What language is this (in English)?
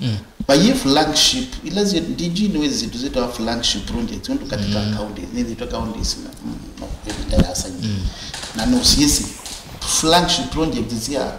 Kamba